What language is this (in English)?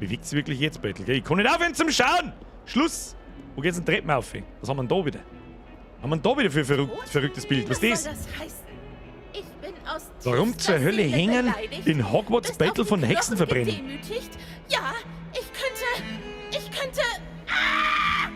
Bavarian